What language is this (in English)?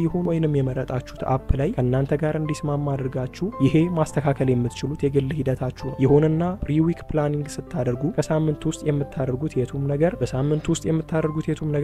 Amharic